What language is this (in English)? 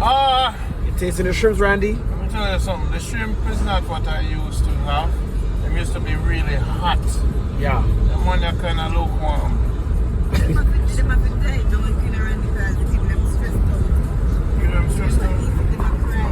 Jamaican Creole English